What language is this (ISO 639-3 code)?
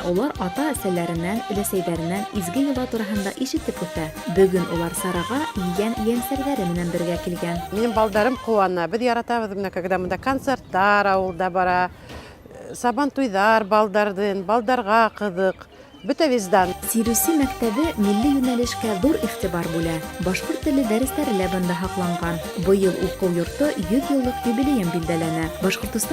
bak